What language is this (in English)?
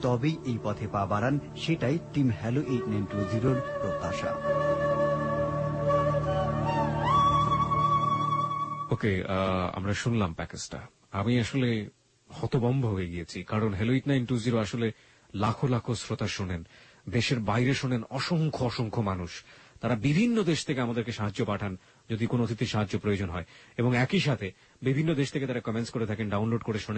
Bangla